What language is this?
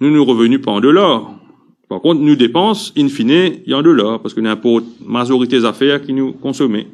Morisyen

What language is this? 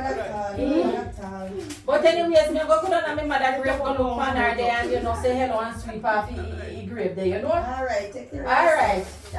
Jamaican Creole English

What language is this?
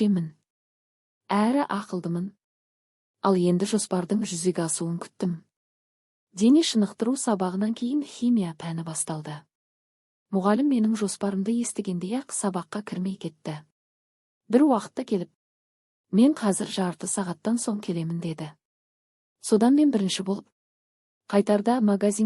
Kazakh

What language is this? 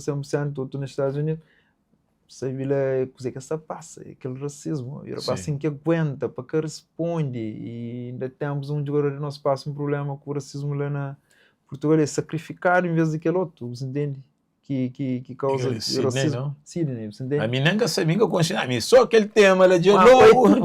Kabuverdianu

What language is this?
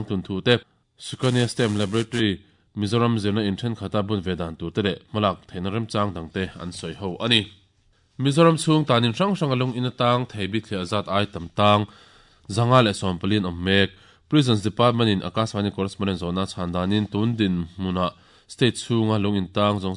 Mizo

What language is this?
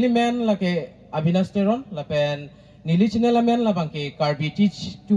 Karbi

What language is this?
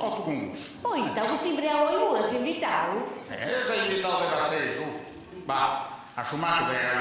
Sardinian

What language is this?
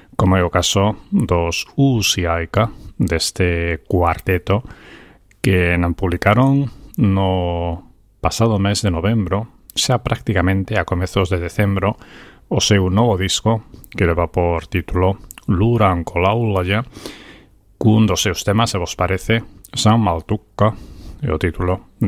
Galician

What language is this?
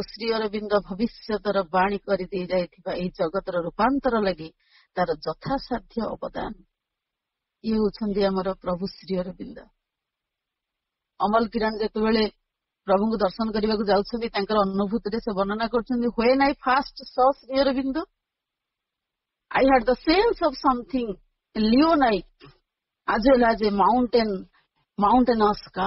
Odia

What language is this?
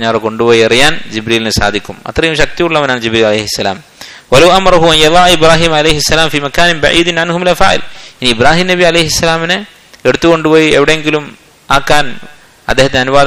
Malayalam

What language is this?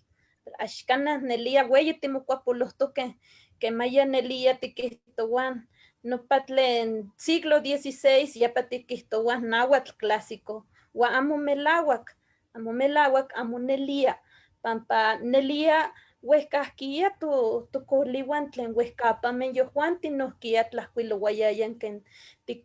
Eastern Huasteca Nahuatl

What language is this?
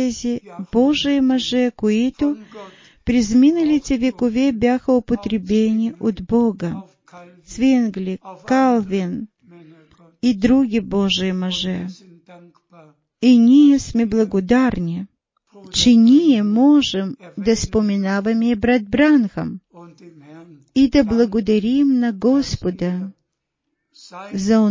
Bulgarian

